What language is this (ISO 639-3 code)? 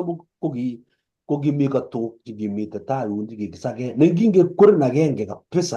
kln